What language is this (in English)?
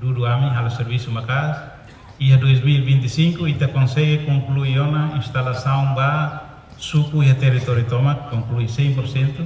Tetum